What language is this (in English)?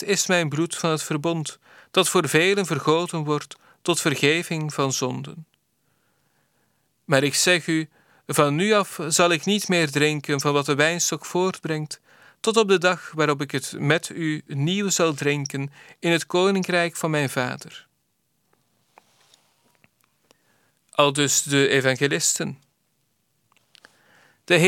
Dutch